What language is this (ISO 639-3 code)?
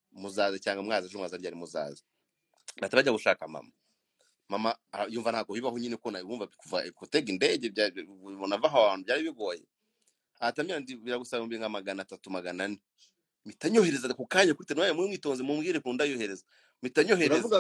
kin